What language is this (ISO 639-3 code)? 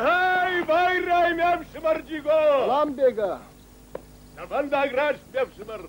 oss